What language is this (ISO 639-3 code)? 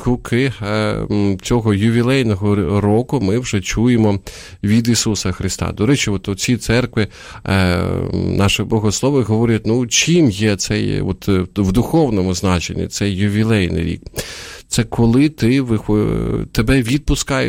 ukr